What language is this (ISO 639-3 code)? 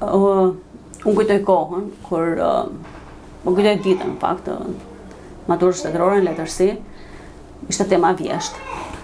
sqi